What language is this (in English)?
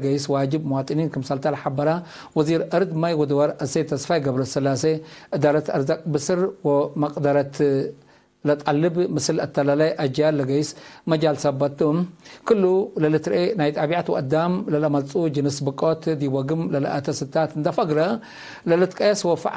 Tigre